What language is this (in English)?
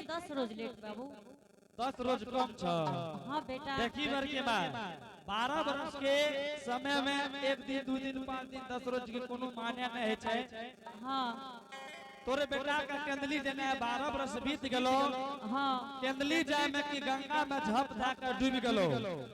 Angika